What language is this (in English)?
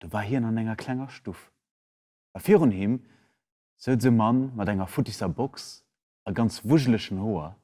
Luxembourgish